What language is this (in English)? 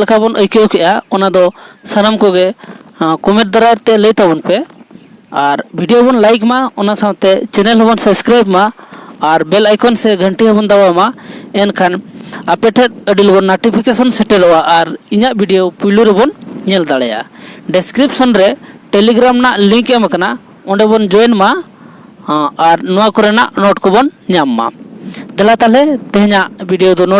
Santali